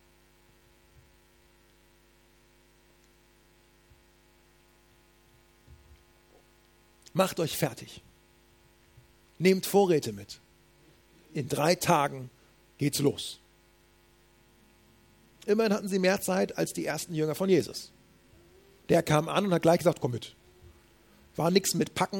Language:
German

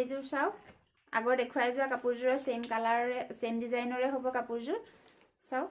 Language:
Assamese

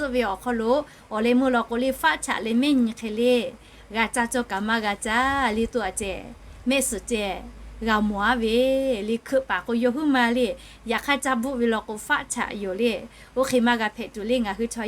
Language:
Lahu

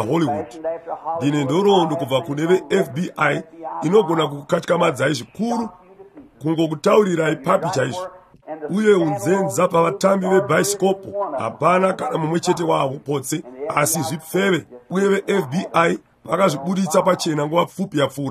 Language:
Shona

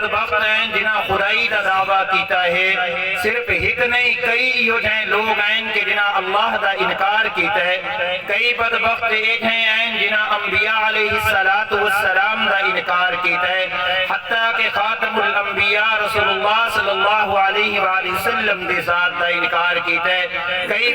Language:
Saraiki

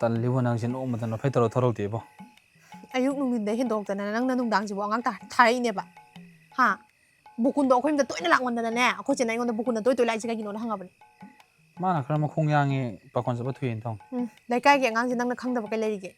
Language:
Manipuri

